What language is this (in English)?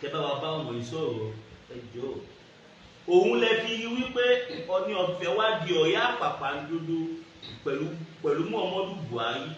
Yoruba